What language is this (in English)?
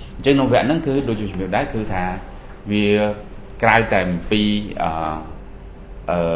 Khmer